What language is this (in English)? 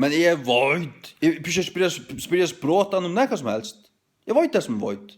Faroese